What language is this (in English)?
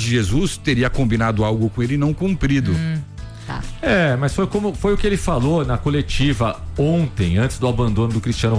Portuguese